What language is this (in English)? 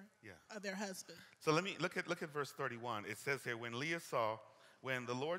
English